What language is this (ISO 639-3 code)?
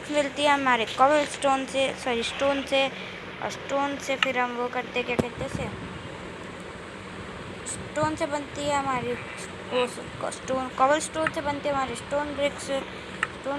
hin